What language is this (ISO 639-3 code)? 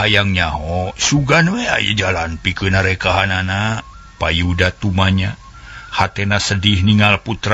sun